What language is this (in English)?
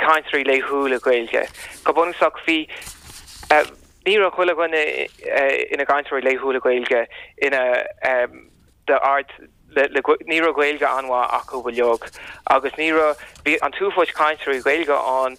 Irish